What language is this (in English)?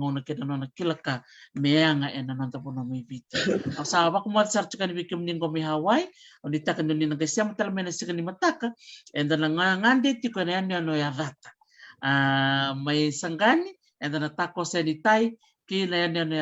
Fijian